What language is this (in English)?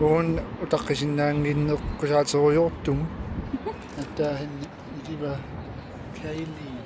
Kalaallisut